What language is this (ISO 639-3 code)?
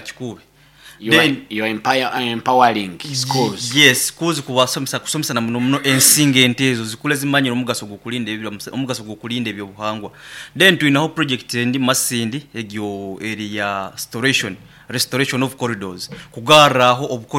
nyo